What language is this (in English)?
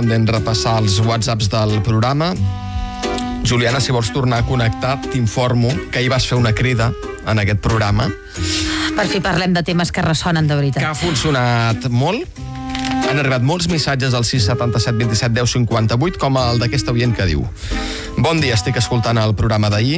Catalan